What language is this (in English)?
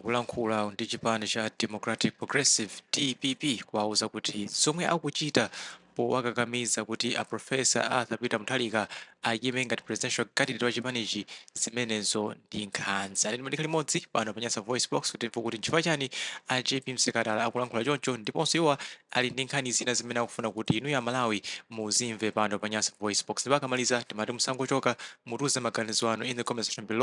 Nyanja